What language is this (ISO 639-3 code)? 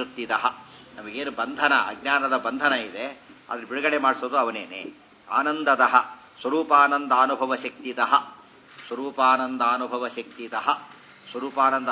kan